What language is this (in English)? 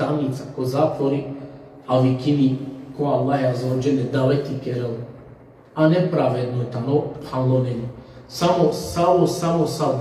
Balkan Romani